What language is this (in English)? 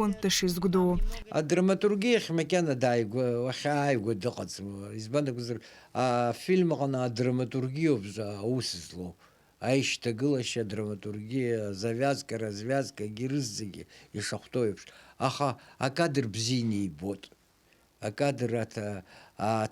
Abkhazian